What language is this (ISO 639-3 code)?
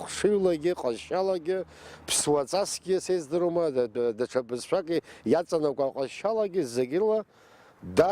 abk